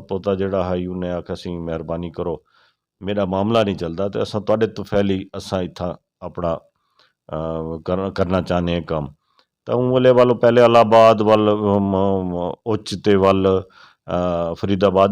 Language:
Western Panjabi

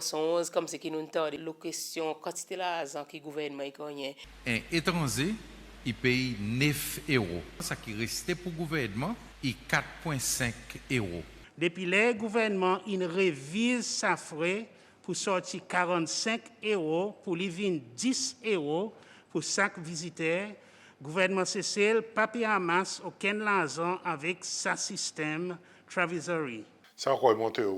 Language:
Seselwa Creole French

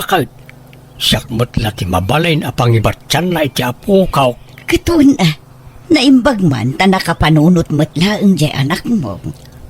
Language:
Iloko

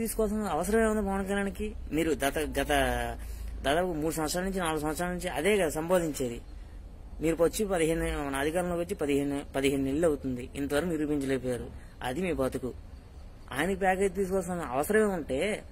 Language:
Telugu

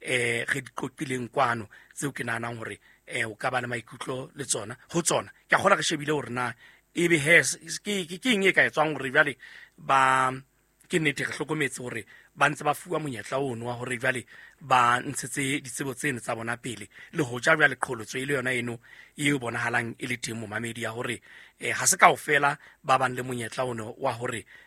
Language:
Southern Sotho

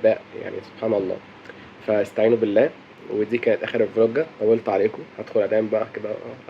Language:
Egyptian Arabic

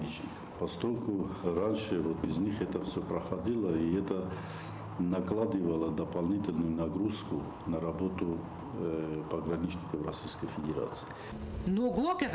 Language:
Ossetic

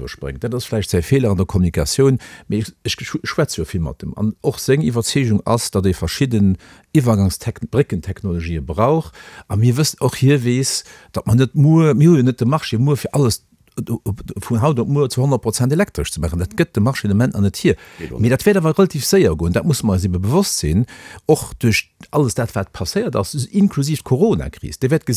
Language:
Luxembourgish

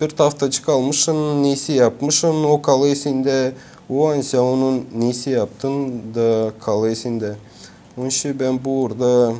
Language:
Gagauz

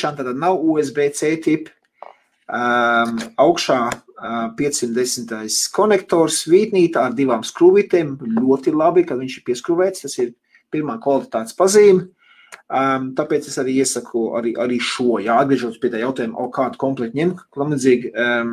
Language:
Latvian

